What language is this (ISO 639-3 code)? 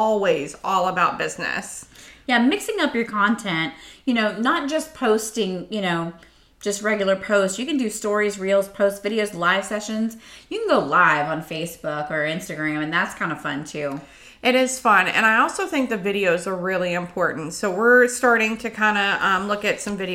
eng